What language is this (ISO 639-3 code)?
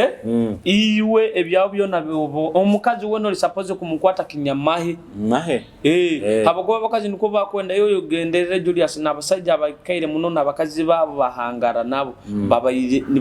nyo